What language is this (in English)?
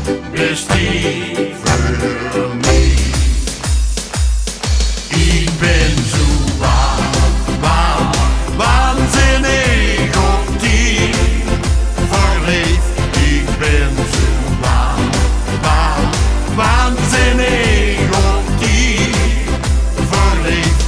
Dutch